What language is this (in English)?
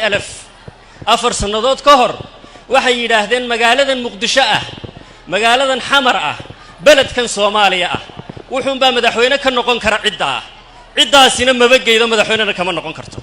Somali